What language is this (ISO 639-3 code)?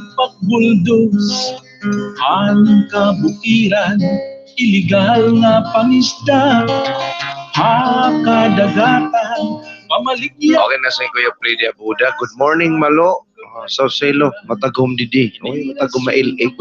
war